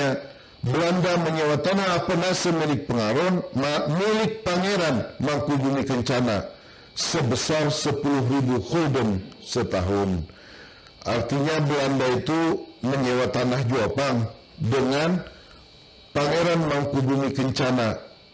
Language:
Banjar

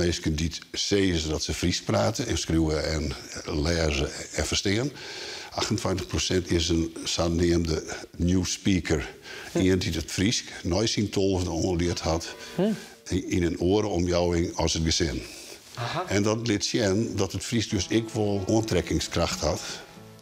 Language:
Western Frisian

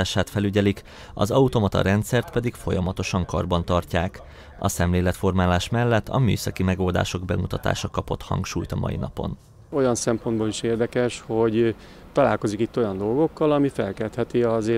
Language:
Hungarian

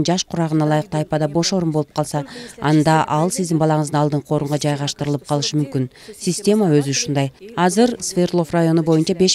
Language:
Kyrgyz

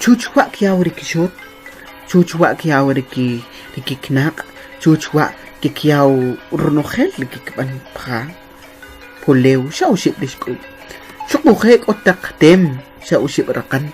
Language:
Kʼicheʼ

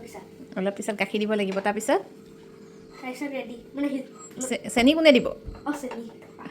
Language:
Assamese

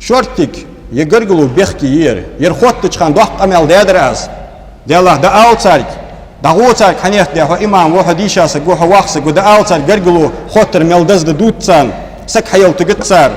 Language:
Ingush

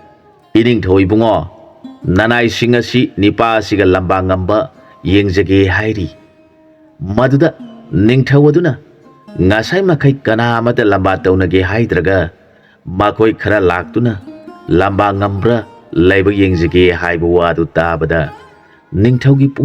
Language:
Manipuri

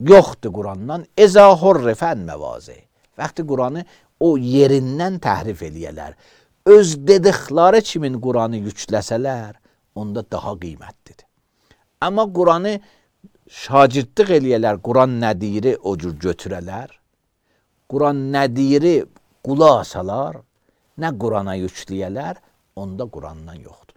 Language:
Azerbaijani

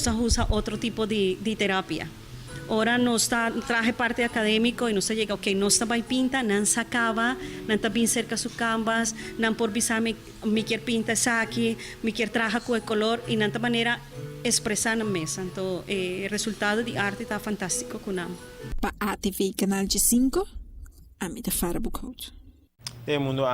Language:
Papiamento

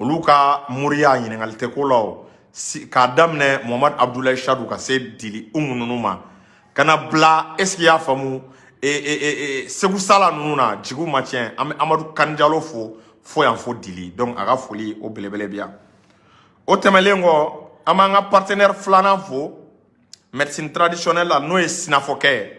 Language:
Bambara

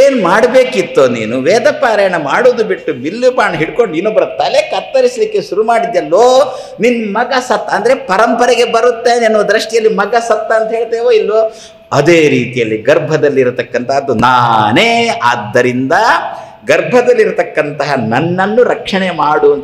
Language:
Kannada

